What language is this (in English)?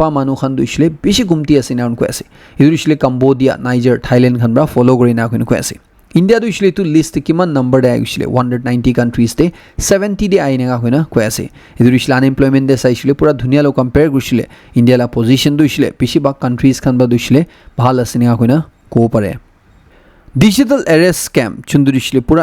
Naga Pidgin